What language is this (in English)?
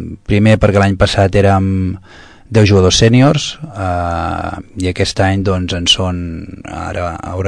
Catalan